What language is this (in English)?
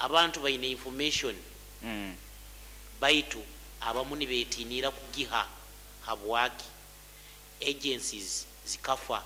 Nyoro